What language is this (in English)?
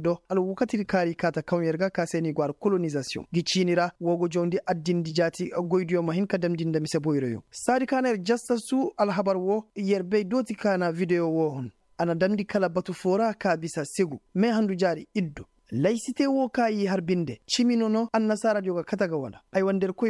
Koyraboro Senni